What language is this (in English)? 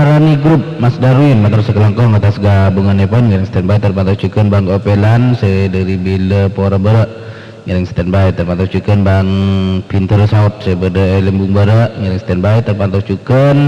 Madurese